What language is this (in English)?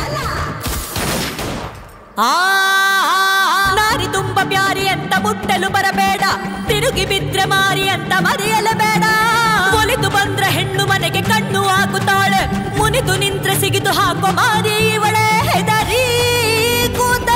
Kannada